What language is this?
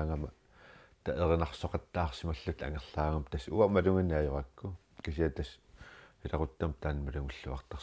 Kalaallisut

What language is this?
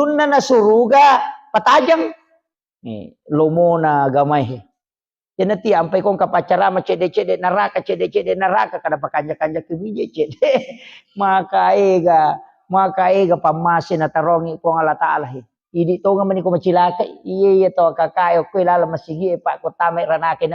Buginese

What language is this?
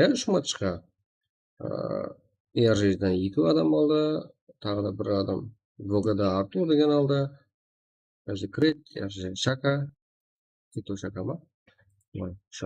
Kara-Kalpak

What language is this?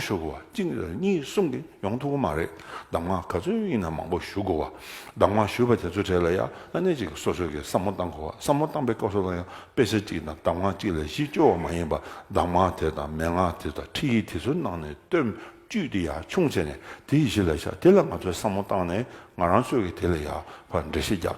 Tibetan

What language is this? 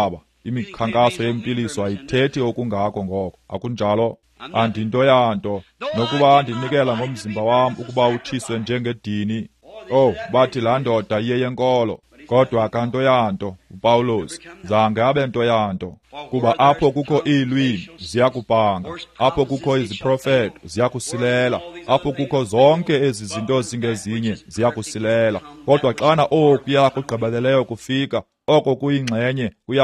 Xhosa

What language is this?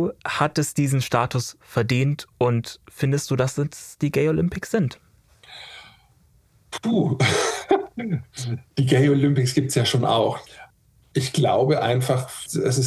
German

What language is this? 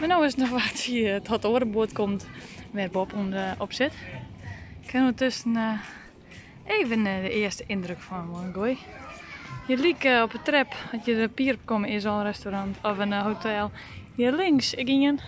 Western Frisian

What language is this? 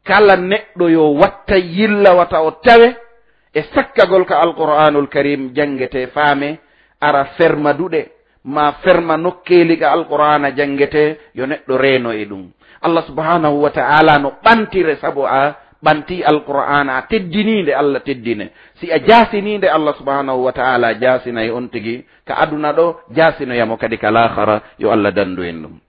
Fula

